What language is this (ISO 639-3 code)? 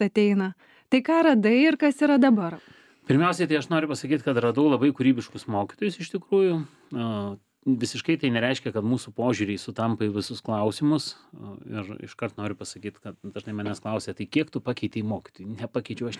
lit